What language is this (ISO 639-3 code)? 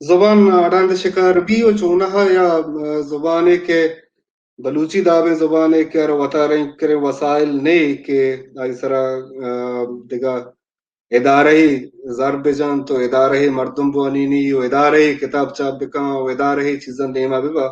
bal